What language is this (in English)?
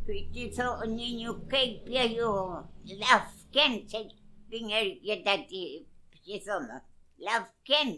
Mapuche